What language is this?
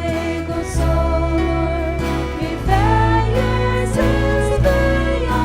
Faroese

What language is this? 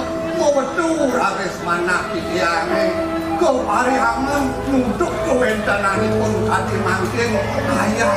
Balinese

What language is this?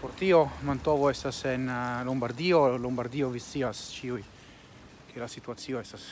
Esperanto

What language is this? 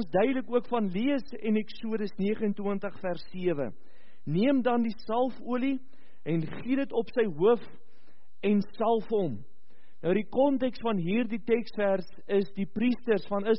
Afrikaans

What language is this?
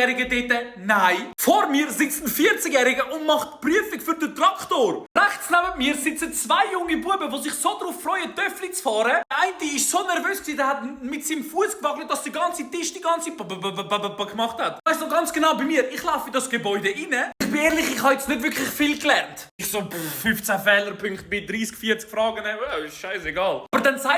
Swiss German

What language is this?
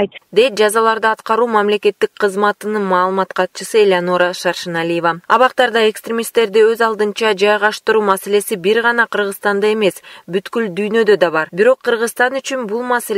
Kyrgyz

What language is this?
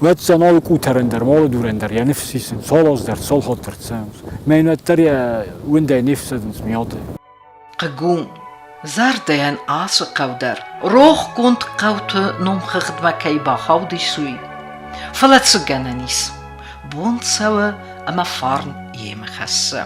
Ossetic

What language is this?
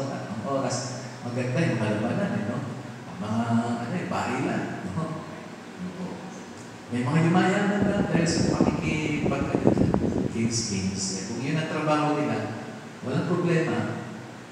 Filipino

